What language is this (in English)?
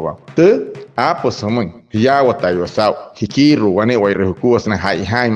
Wayuu